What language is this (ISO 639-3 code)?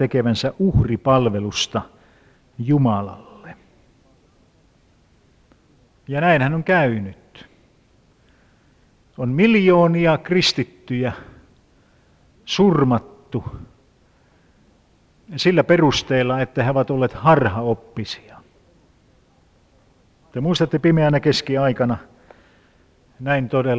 fin